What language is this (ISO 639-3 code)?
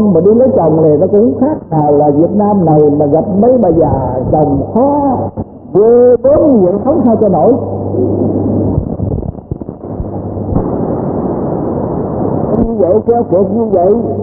vie